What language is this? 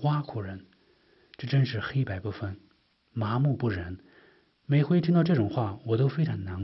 Chinese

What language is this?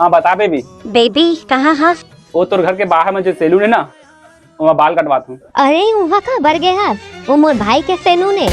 Chhattisgarhi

